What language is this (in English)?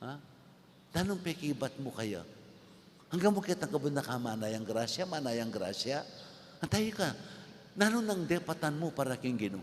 Pampanga